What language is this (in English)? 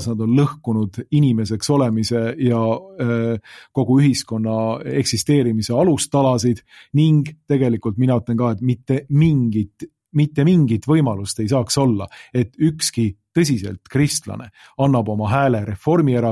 Estonian